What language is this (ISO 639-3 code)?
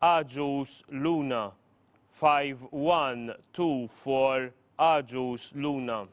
eng